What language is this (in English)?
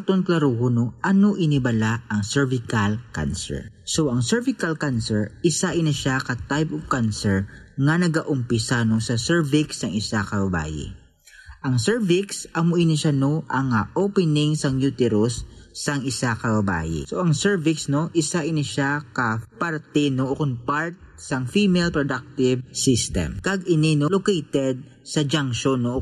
Hiligaynon